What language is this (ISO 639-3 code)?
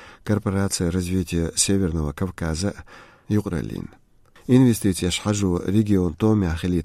che